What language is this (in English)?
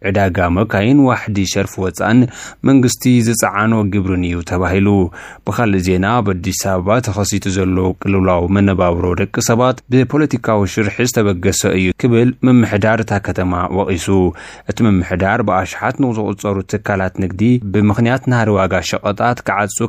Tigrinya